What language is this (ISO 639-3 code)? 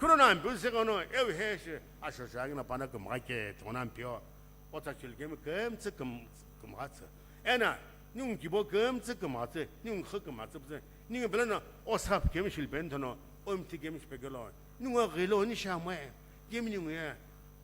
nsm